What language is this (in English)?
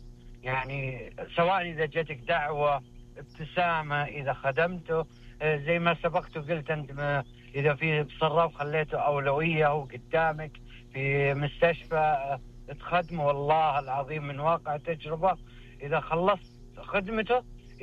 Najdi Arabic